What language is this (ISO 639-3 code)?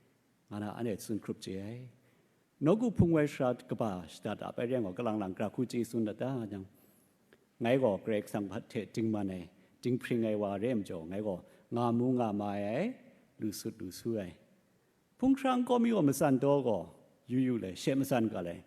kac